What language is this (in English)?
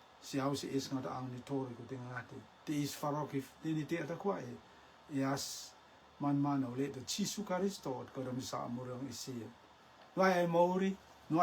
Rotuman